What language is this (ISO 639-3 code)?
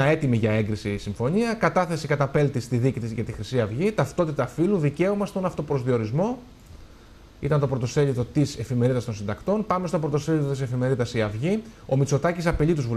ell